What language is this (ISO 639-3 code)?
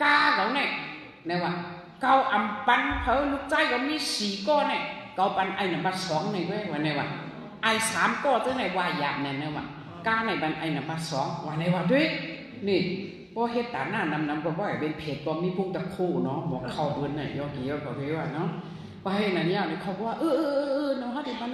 shn